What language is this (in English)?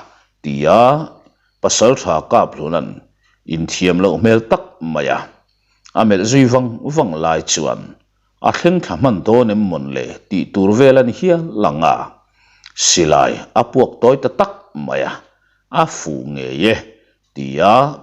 Mizo